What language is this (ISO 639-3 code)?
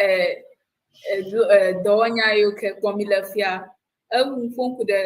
ewe